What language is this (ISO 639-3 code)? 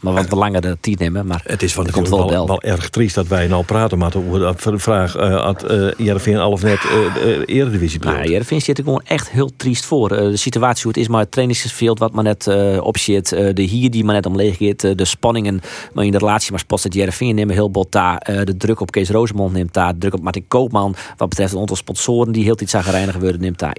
fry